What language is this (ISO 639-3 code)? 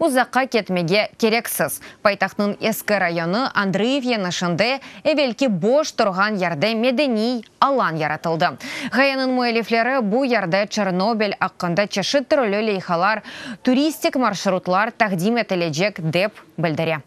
crh